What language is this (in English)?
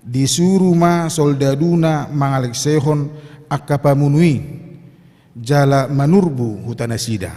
Batak Toba